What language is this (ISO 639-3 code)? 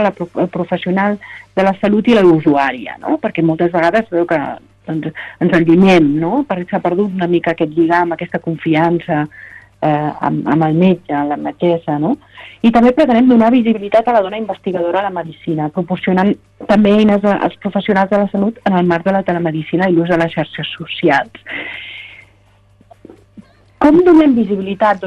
cat